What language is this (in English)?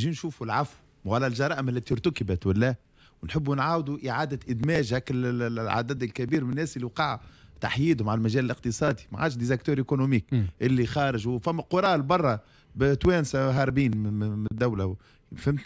Tunisian Arabic